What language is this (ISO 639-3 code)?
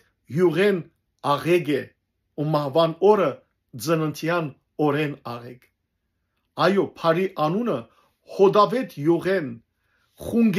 hyw